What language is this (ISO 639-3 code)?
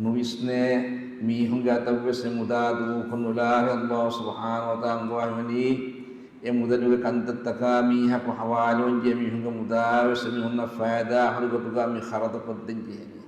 div